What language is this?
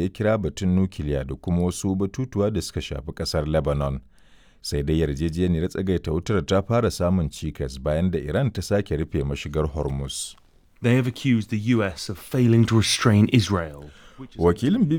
Hausa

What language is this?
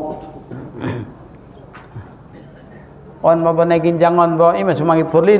Batak Mandailing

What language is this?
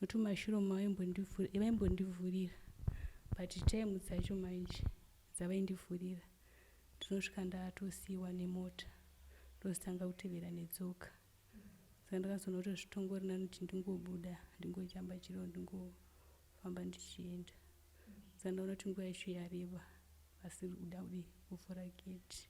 Shona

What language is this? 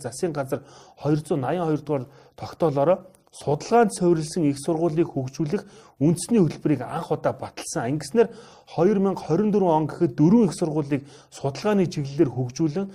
Mongolian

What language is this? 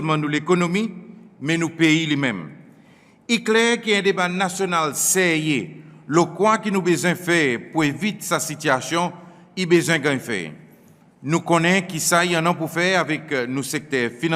Seselwa Creole French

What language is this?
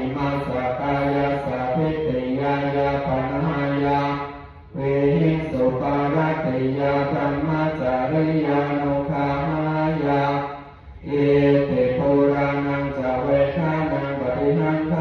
Pali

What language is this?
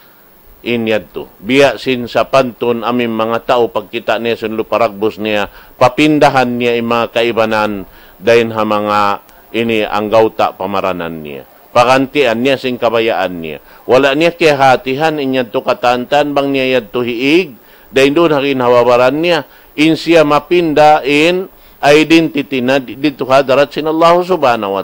Tausug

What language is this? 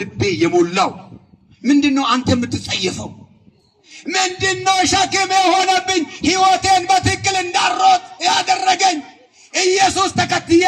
Amharic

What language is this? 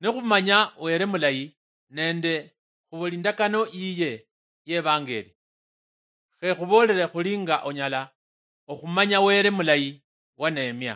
Luyia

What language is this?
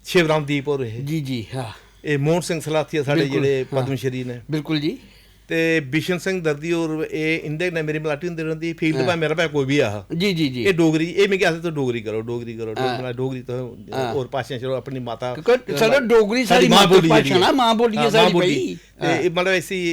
Dogri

